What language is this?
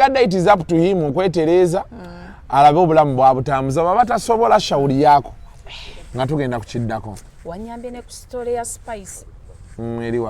Ganda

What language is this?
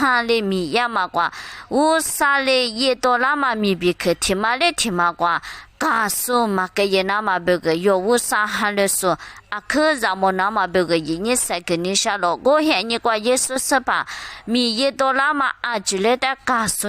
Lisu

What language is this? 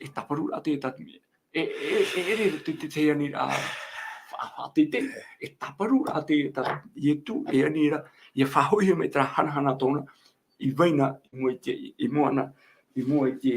Tahitian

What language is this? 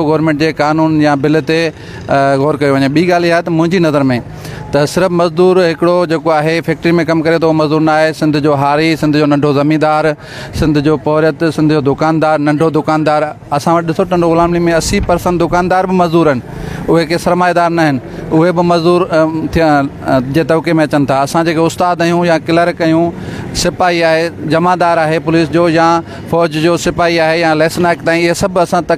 Sindhi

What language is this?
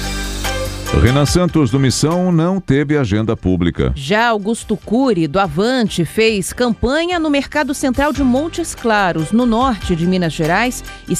Portuguese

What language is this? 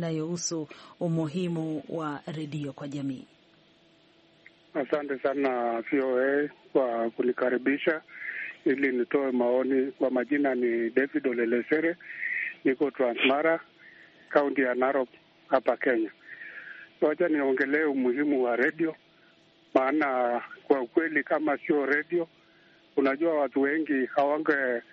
Swahili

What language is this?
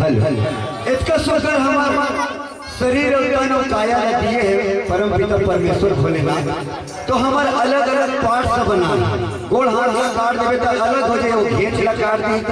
Chhattisgarhi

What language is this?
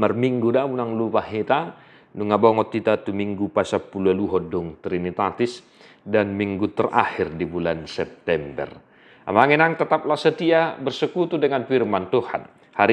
Batak Toba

